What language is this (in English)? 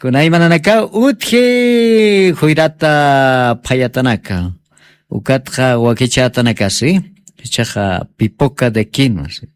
Aymara